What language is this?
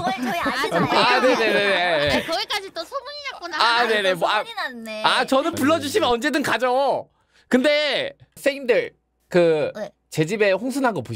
Korean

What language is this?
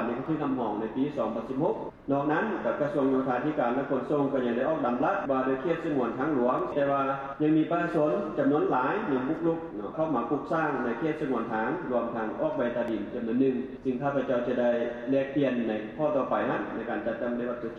Lao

